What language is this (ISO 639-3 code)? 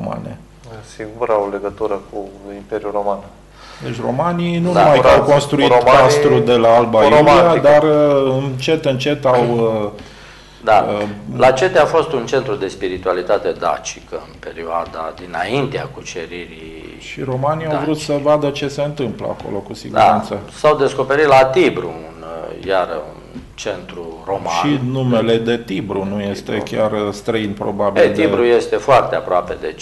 ron